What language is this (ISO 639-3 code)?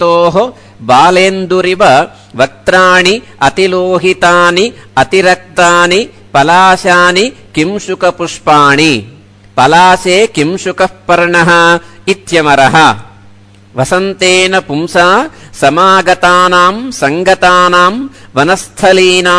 san